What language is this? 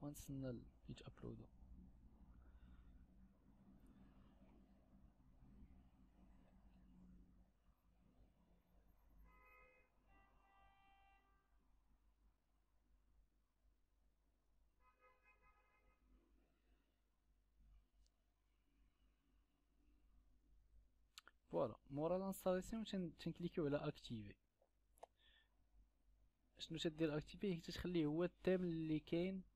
Moroccan Arabic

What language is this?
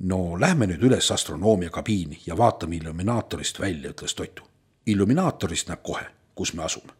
Estonian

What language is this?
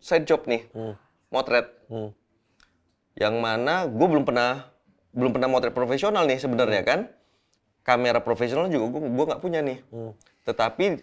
Indonesian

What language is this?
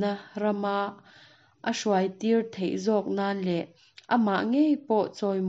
Mizo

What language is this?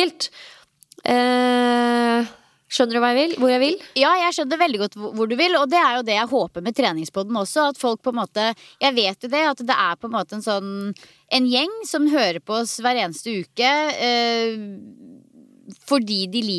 Norwegian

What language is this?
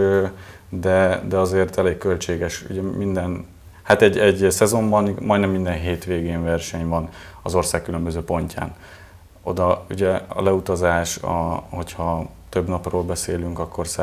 Hungarian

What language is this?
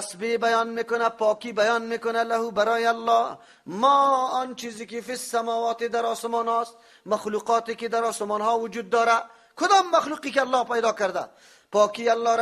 Persian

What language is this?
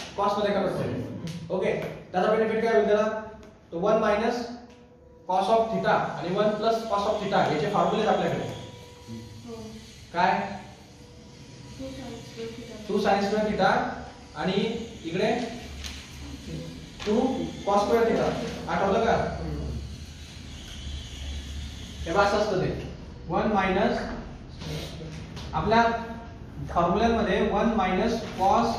Marathi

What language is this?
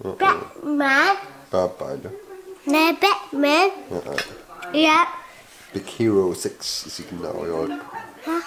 Kalaallisut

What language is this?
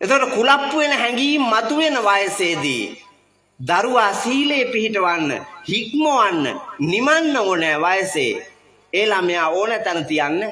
Sinhala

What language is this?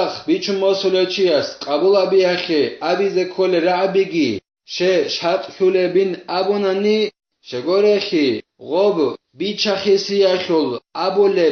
Avaric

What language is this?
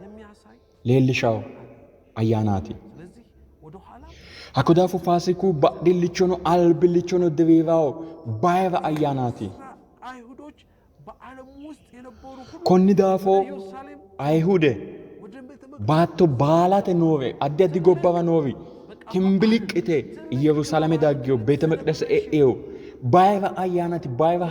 Sidamo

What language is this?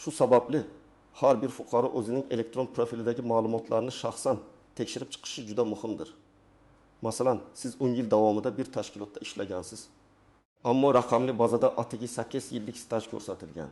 Uzbek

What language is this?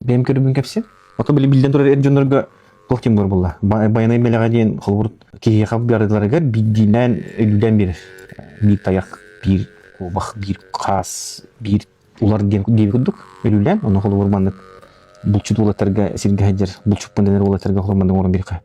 Yakut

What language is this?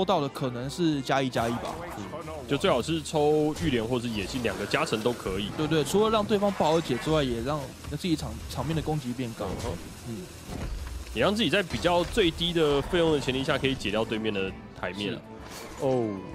Chinese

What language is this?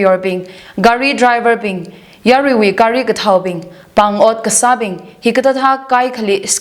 Tangkhul Naga (India)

